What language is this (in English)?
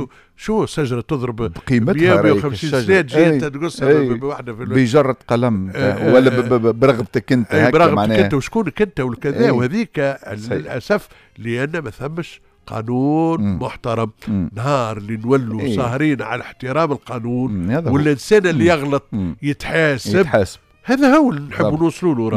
Tunisian Arabic